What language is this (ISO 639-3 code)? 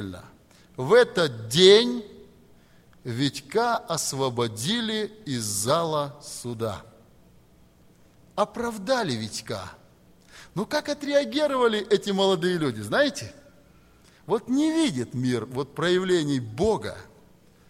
rus